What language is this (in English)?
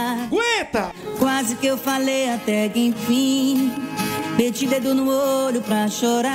Portuguese